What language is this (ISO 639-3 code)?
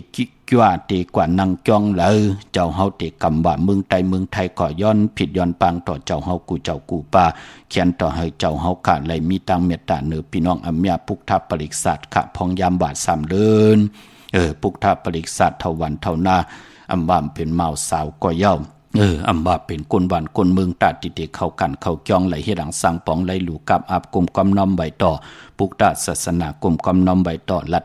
shn